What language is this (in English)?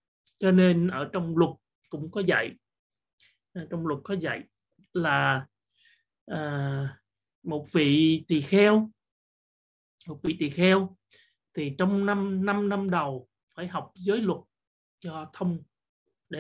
Vietnamese